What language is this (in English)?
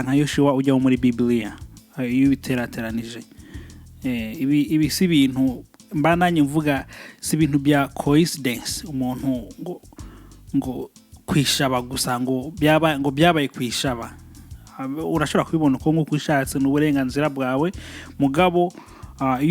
Rundi